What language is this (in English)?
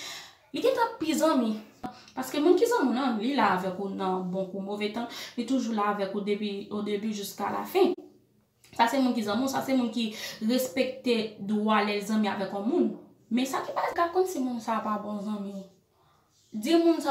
Haitian Creole